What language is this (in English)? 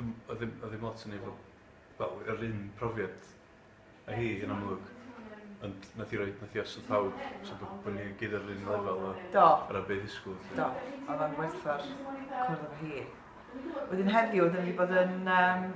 Welsh